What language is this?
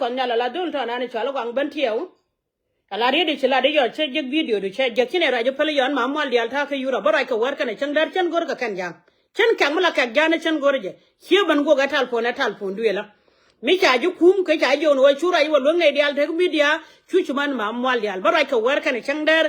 Nuer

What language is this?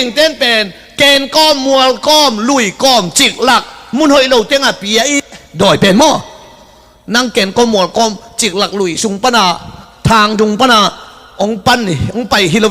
Tedim Chin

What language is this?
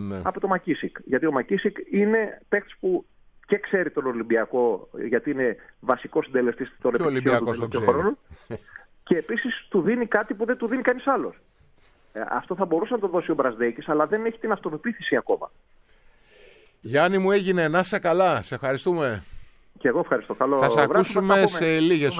Greek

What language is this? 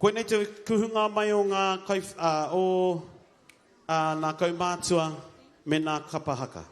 Māori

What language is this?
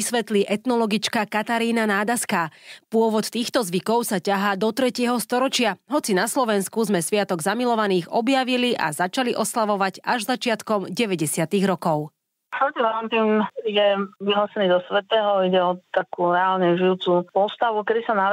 Slovak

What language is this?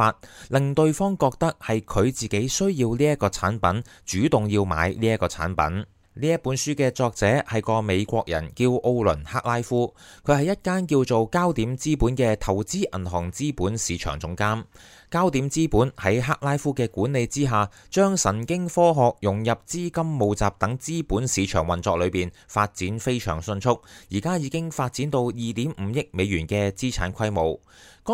Cantonese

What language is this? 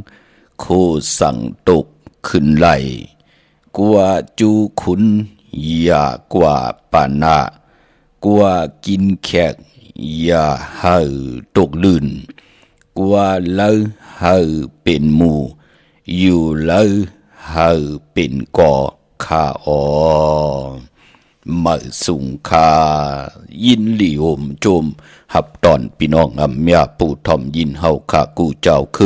Shan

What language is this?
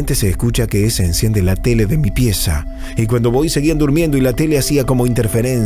Spanish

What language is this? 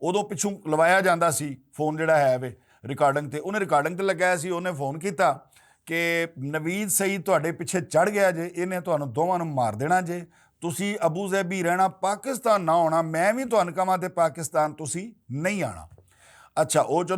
Western Panjabi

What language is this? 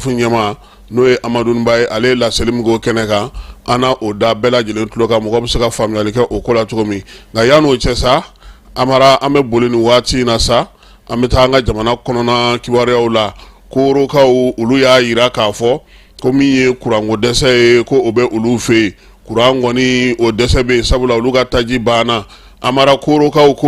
Bambara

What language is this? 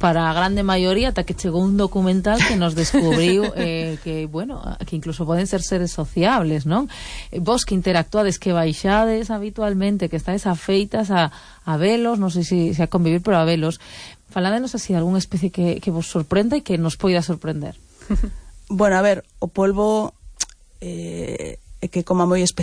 Galician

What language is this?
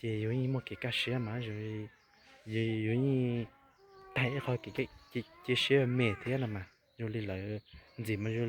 Hmong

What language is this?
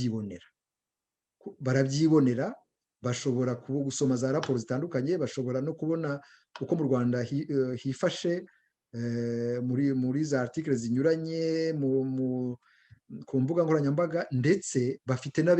Kinyarwanda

